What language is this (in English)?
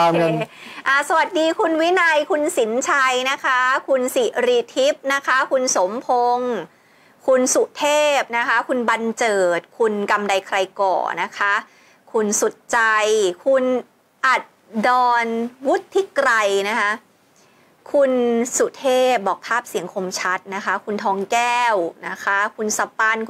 Thai